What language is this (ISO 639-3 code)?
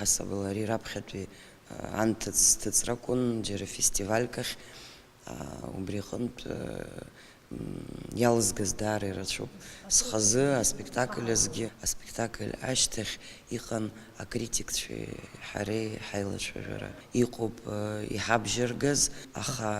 abk